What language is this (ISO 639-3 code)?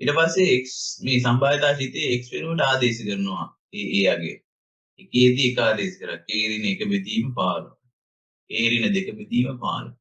sin